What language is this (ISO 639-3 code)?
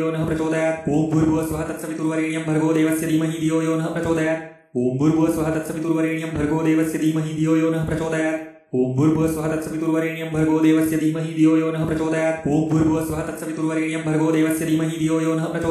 san